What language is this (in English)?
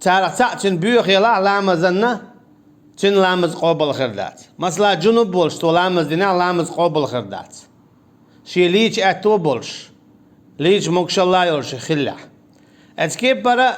Chechen